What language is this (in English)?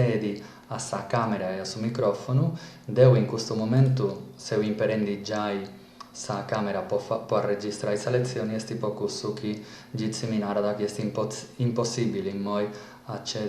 Sardinian